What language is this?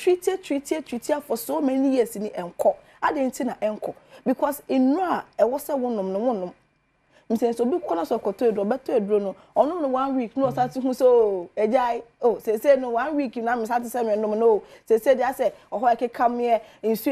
Akan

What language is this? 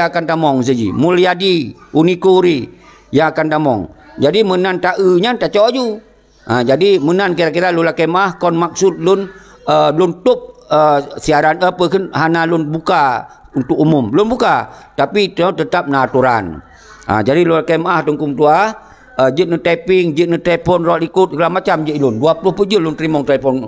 Achinese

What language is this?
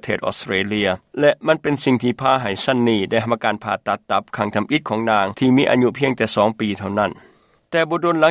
Lao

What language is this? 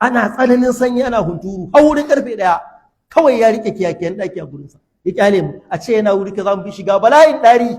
Hausa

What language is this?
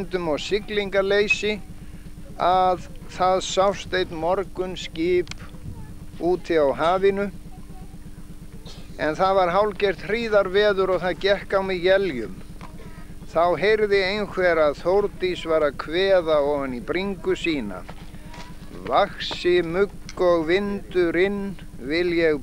Icelandic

